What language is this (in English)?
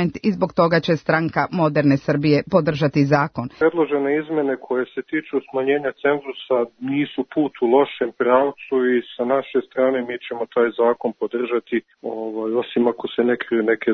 Serbian